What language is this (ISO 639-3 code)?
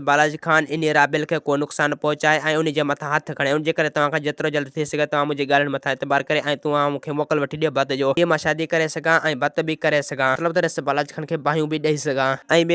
snd